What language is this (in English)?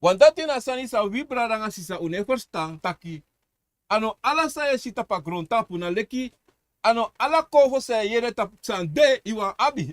Sranan Tongo